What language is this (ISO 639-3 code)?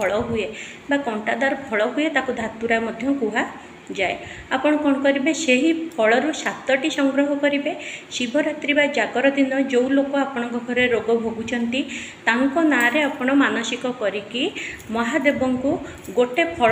ori